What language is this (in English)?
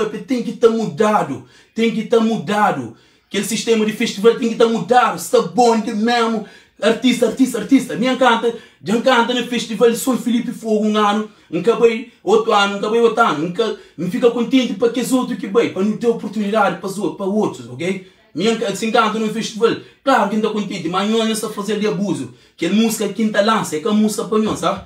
Kabuverdianu